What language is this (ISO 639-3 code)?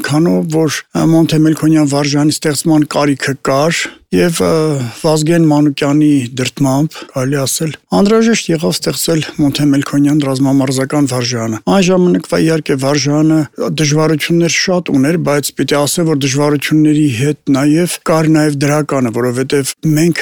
hye